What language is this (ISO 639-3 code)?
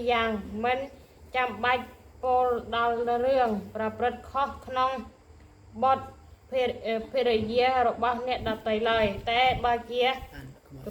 khm